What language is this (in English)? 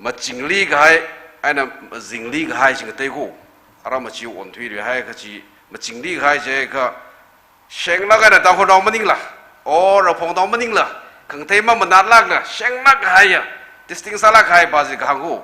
Tangkhul Naga (India)